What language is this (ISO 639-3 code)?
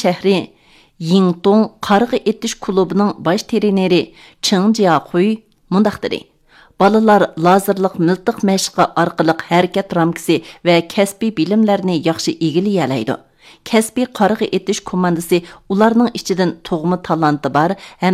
uig